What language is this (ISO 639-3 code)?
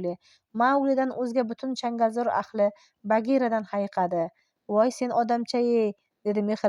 uzb